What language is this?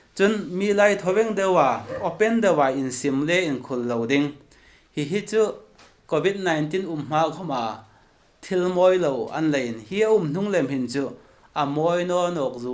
Hmar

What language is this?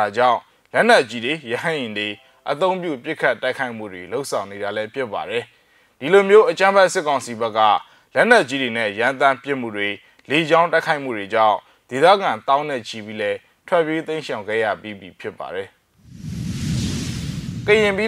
Burmese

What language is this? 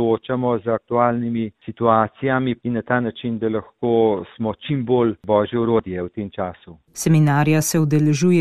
Slovenian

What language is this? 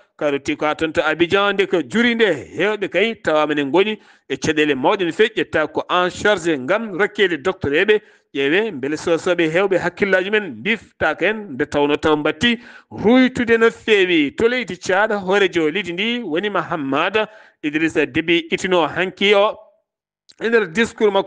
Fula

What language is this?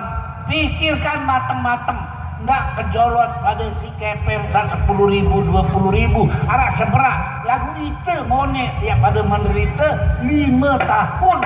Sasak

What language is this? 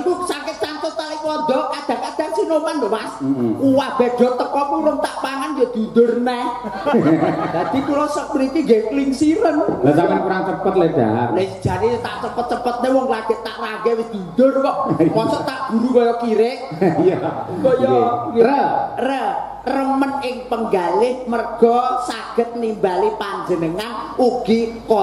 Javanese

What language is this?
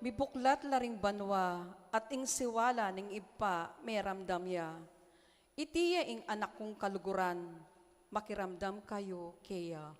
Pampanga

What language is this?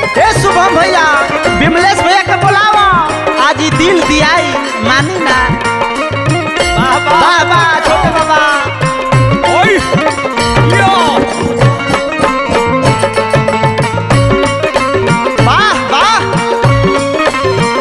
Bhojpuri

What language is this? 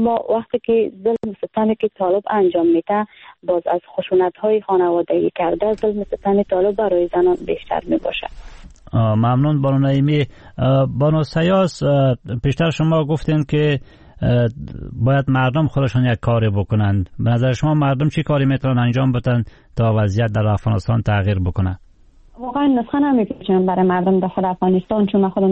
Persian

